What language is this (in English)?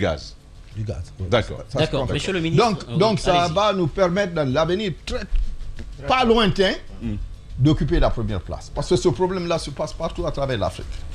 French